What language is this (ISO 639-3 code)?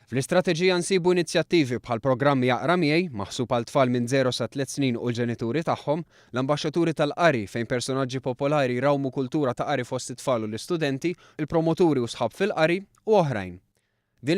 mlt